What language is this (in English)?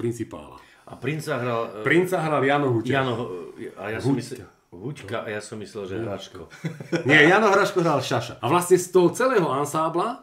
Slovak